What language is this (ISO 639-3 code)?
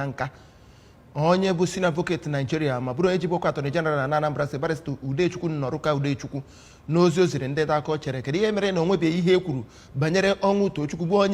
ibo